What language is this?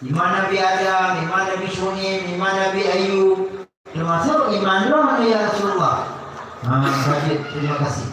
Achinese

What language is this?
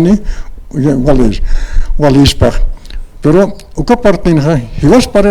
Aymara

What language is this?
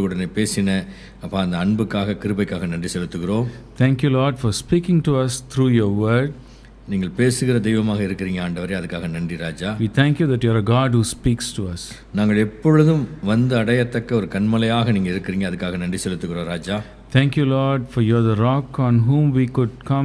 Tamil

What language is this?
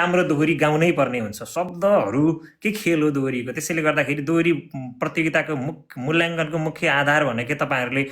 Nepali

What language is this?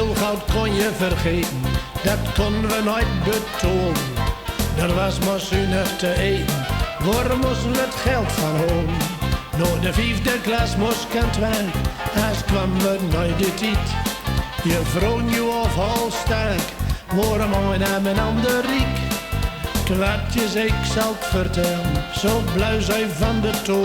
Gronings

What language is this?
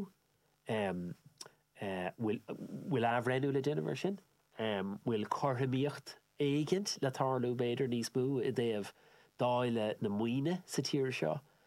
Irish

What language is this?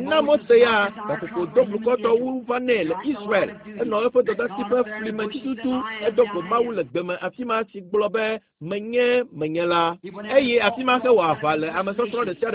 Ewe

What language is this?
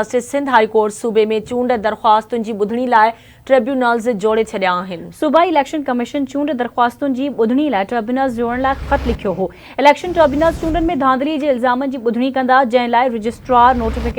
Sindhi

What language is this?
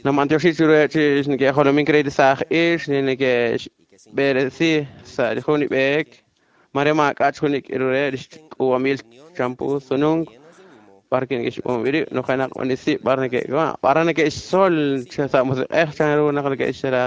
Kekchí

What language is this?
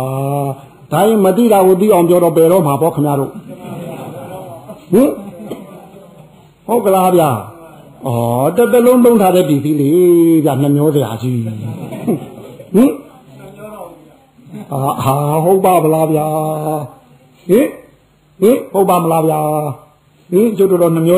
Burmese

